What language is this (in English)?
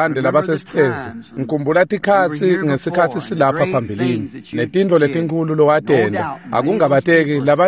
Swati